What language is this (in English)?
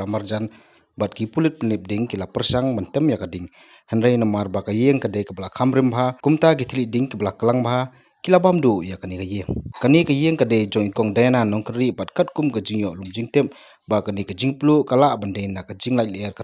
Khasi